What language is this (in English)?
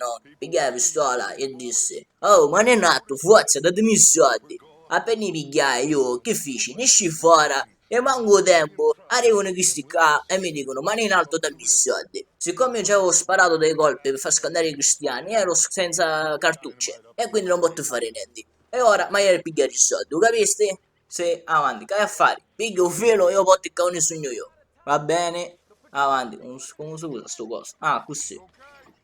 Sicilian